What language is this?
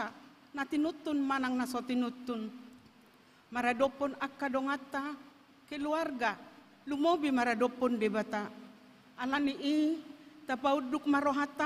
Batak Toba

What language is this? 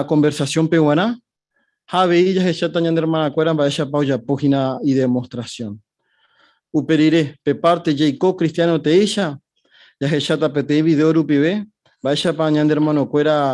Guarani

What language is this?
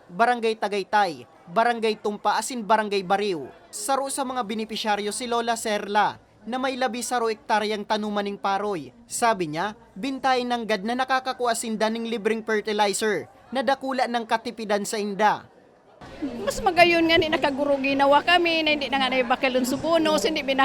Bikol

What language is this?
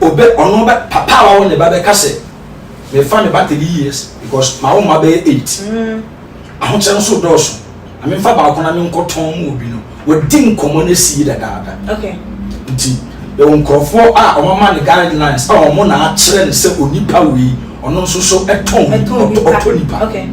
Akan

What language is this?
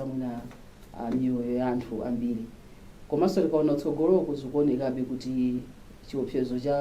Nyanja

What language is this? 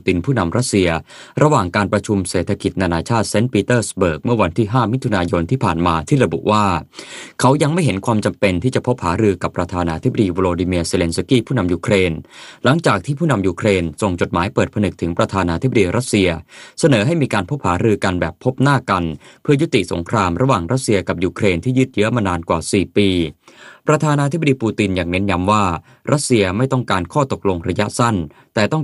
Thai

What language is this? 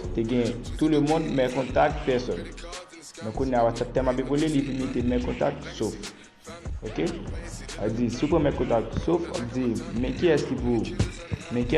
Haitian Creole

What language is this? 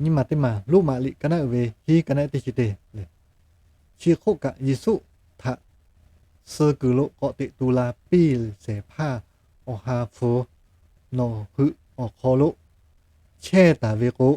Lahu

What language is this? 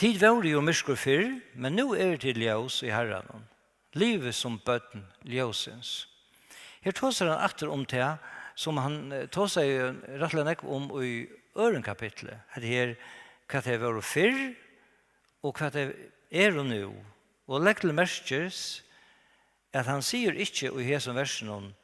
Faroese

